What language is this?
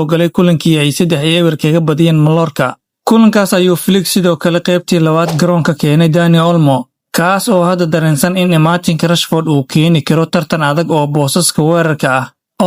Somali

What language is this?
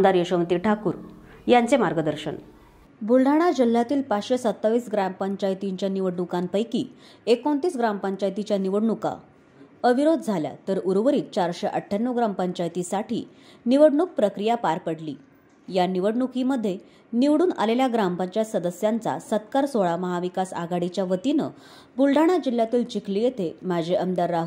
Marathi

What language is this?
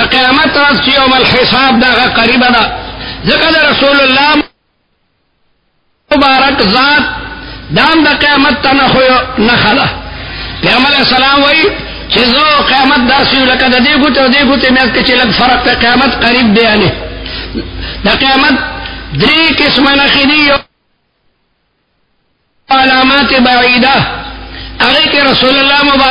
Urdu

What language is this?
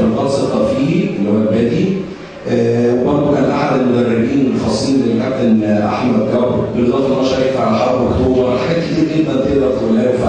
Egyptian Arabic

